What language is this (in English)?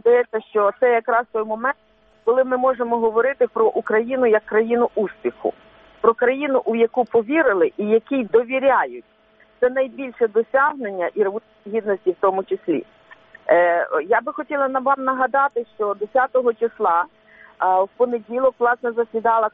Ukrainian